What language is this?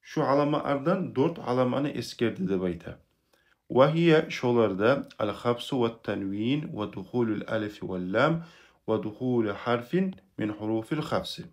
Kumyk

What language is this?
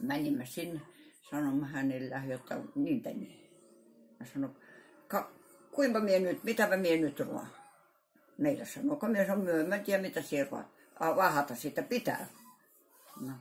Karelian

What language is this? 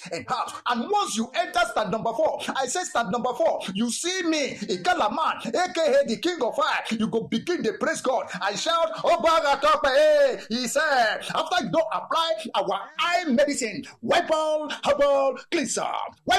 Nigerian Pidgin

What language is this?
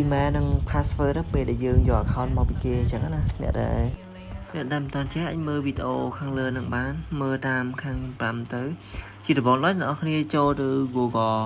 Khmer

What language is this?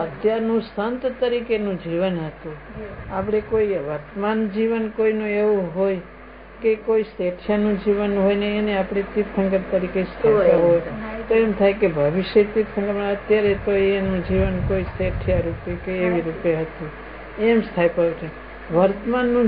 Gujarati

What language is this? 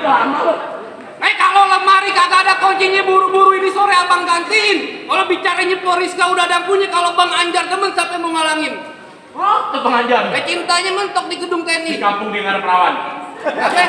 Betawi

